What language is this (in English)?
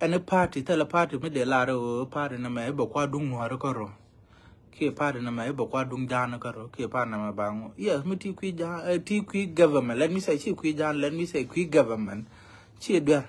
Nuer